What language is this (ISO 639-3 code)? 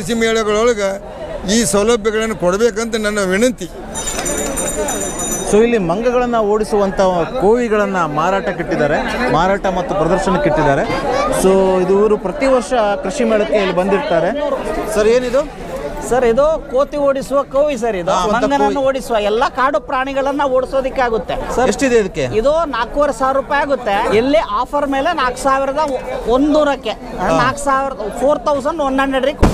kan